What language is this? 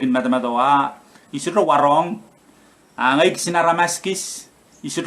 Pohnpeian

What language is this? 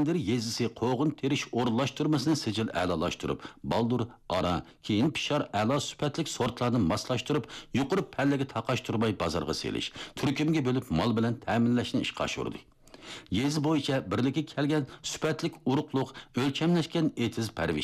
Uyghur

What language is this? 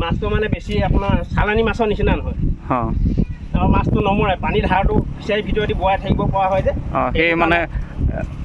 Assamese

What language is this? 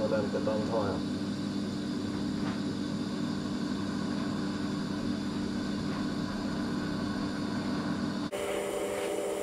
Swedish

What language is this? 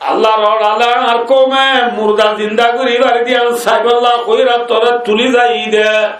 Rohingya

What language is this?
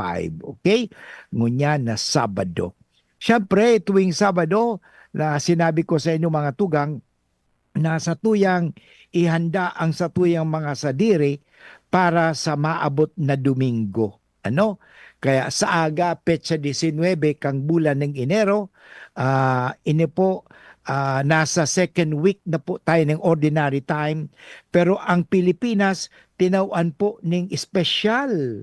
Bikol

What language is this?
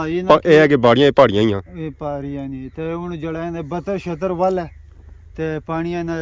Pahari-Potwari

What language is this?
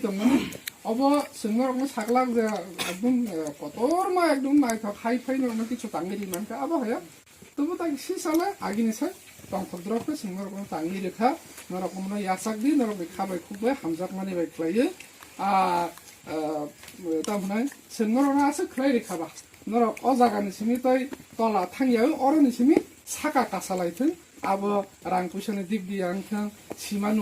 Kok Borok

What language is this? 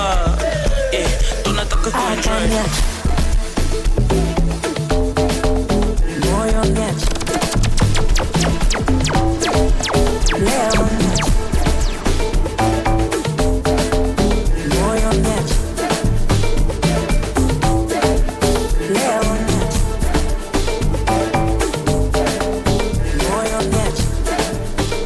Swahili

